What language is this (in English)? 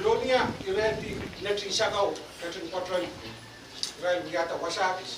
Pohnpeian